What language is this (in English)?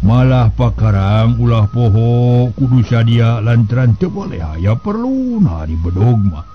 Sundanese